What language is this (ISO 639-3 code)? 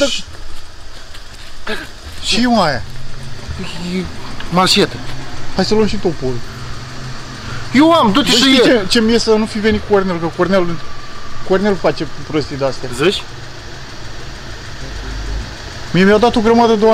ron